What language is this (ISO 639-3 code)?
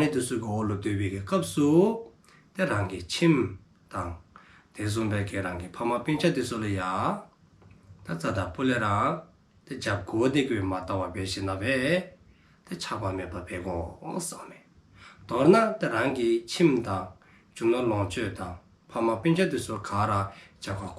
dzo